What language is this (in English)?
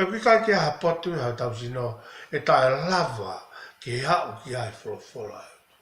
Tongan